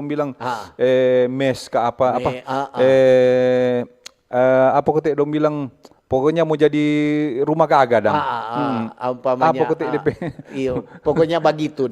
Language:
Manado Malay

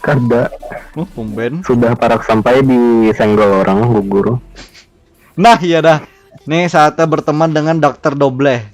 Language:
Banjar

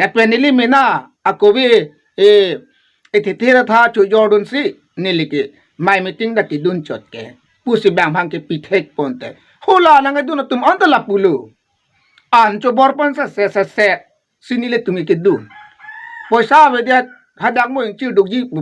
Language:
Karbi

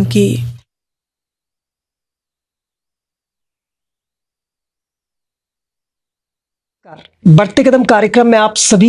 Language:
Hindi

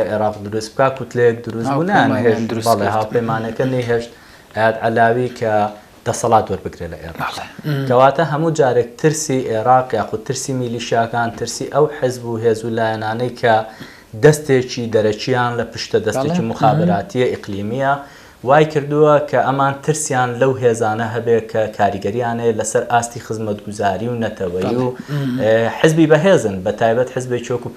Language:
Central Kurdish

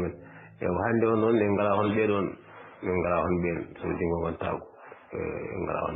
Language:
Fula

